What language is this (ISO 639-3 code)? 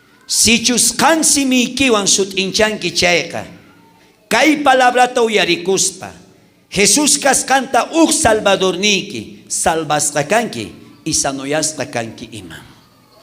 quh